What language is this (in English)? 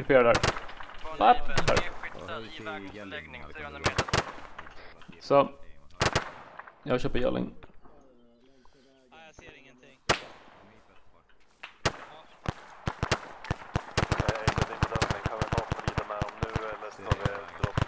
Swedish